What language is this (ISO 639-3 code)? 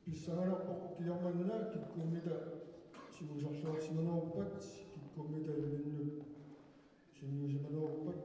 kal